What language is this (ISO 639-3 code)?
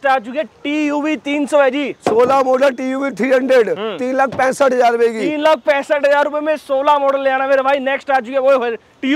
hin